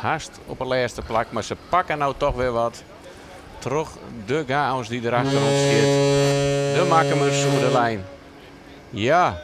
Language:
Western Frisian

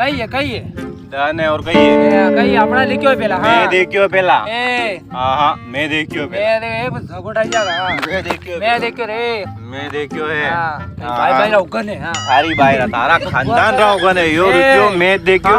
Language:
Rajasthani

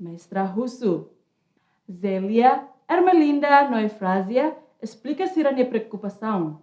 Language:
Tetum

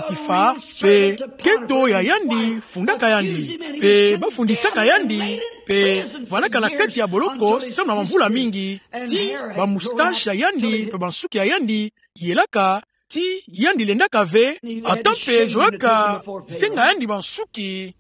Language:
Kituba (Democratic Republic of Congo)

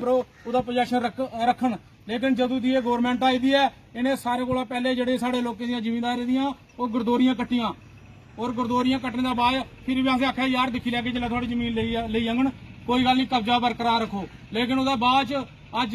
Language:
Dogri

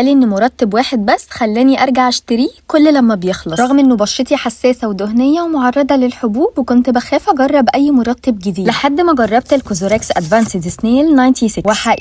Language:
Egyptian Arabic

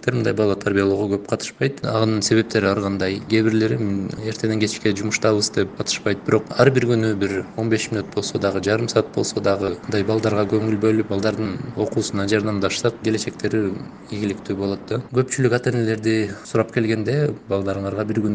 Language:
Kyrgyz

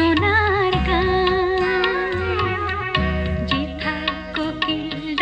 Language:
Bangla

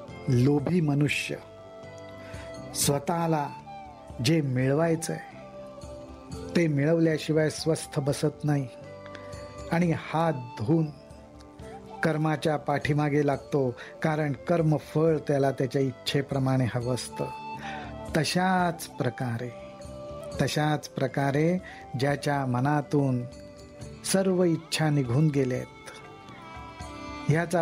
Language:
Marathi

